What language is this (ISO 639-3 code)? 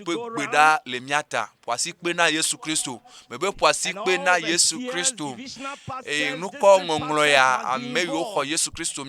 ewe